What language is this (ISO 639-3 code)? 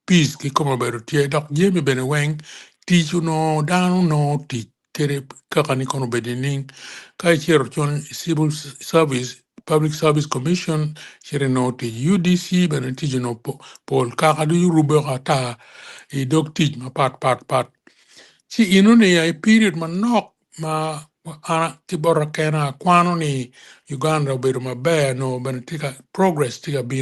ach